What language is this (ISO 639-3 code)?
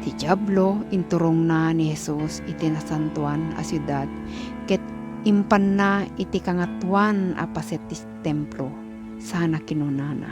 ilo